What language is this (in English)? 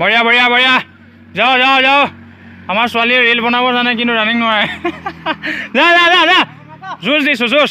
Assamese